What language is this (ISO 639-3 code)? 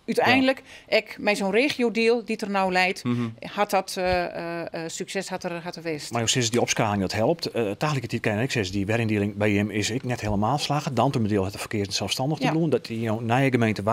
fry